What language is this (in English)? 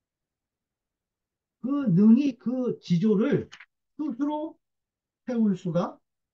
Korean